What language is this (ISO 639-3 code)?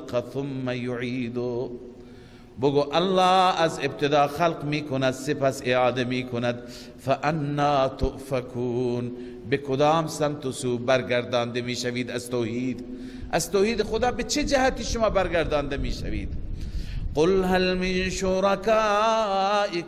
fas